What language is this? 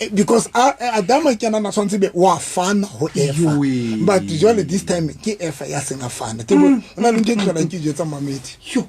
Southern Sotho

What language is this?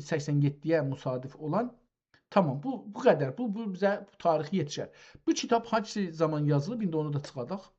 South Azerbaijani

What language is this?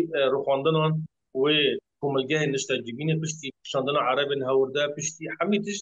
Kurdish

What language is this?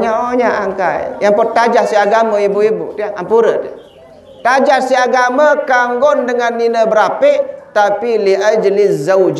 Sasak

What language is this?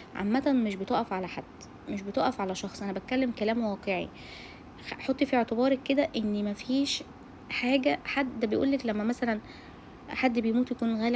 Egyptian Arabic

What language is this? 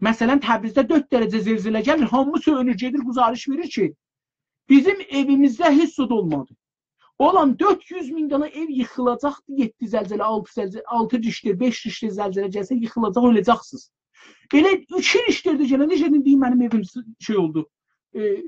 South Azerbaijani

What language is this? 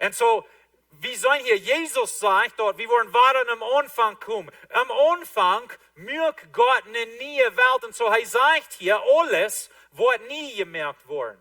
Plautdietsch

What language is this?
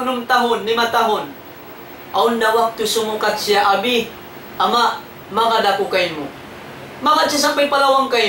Tausug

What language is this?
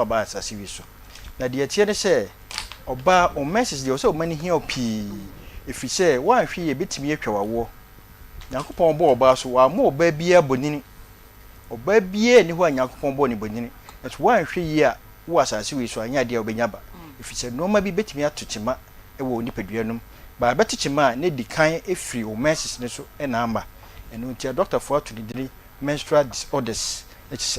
Akan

